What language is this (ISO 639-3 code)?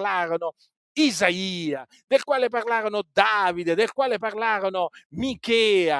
ita